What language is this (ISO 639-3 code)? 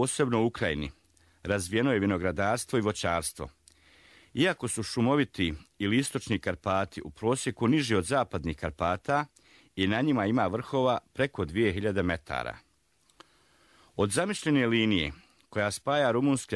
hrv